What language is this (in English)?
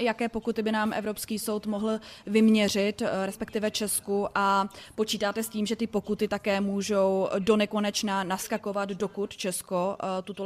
Czech